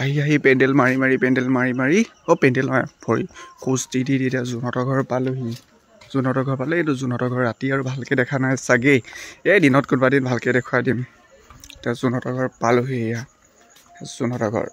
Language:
Assamese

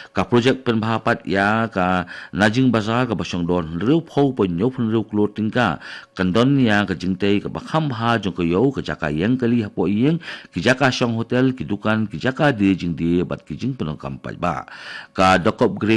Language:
Khasi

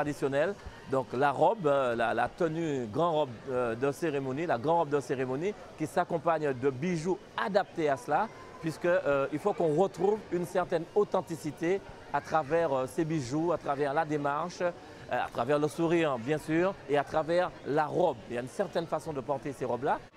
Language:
French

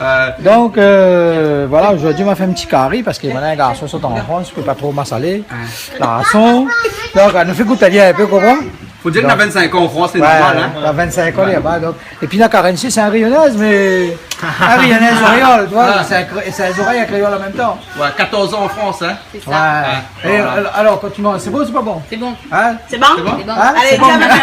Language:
Réunion Creole French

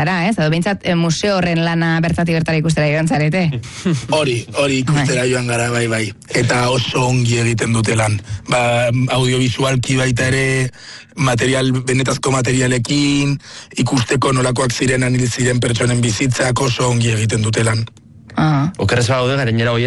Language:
Basque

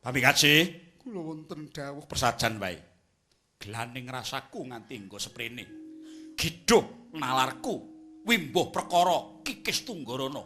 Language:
Javanese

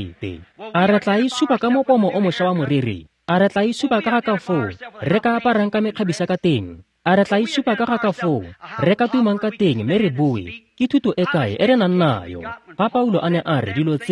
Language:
Tswana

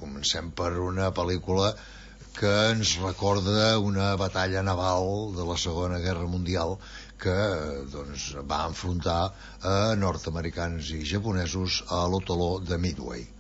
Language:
Catalan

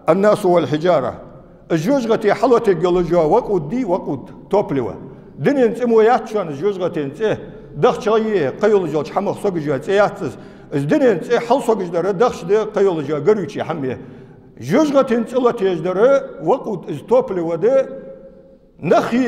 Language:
Ingush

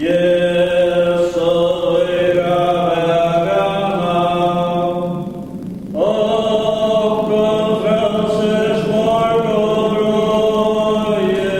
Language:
Faroese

